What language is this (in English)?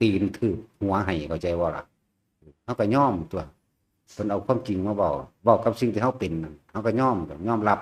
Lao